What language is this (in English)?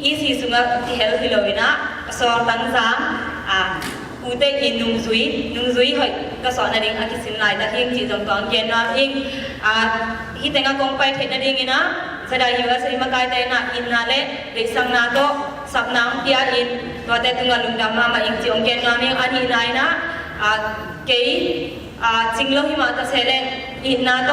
Tedim Chin